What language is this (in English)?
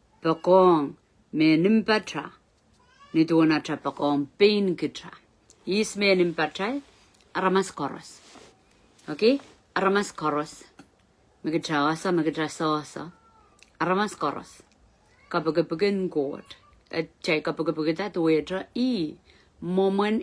Pohnpeian